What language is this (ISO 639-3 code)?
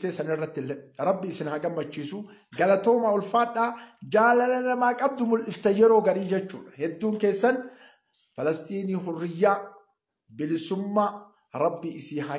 orm